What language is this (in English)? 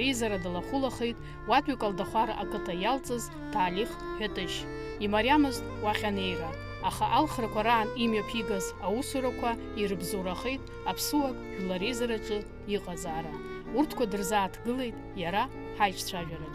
Abkhazian